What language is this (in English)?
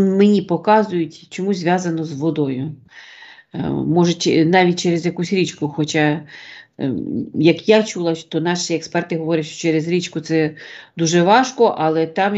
Ukrainian